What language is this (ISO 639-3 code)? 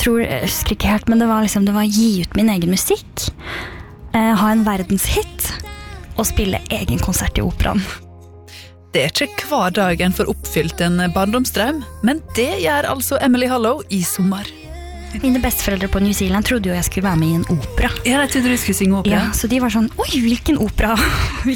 nor